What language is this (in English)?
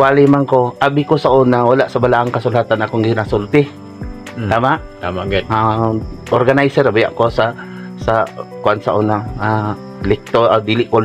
Cebuano